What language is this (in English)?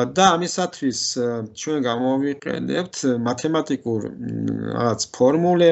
Georgian